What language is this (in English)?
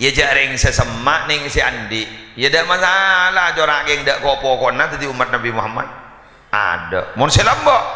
Madurese